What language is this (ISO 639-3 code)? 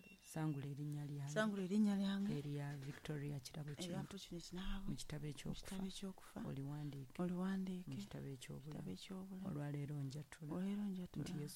lug